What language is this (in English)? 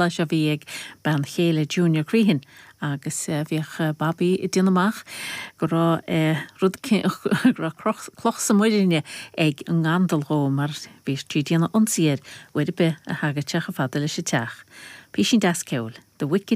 Irish